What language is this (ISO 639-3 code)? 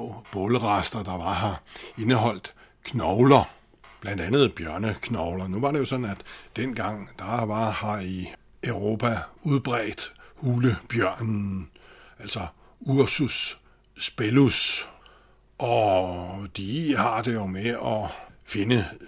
dan